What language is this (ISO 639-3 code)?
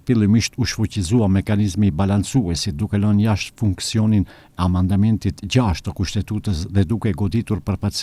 sqi